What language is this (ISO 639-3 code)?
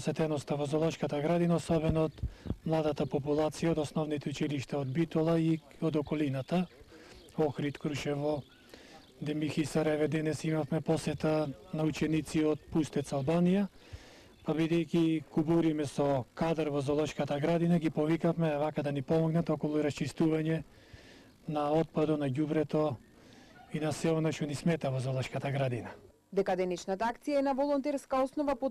mkd